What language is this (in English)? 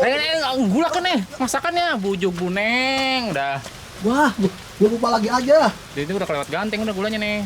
Betawi